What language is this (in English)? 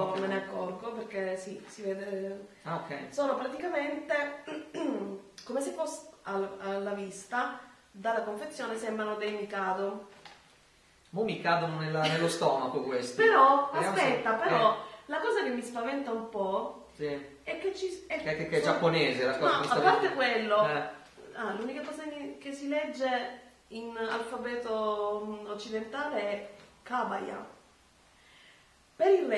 Italian